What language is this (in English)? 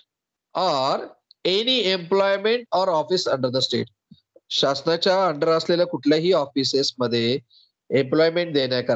Marathi